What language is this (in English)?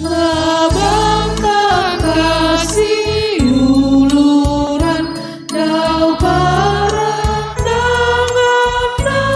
Toraja-Sa'dan